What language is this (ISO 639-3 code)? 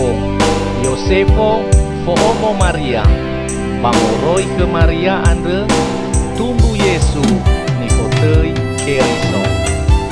nia